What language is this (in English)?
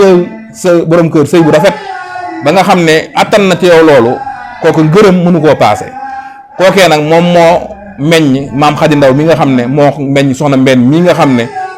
Wolof